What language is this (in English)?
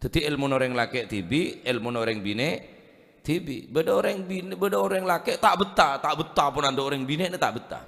Madurese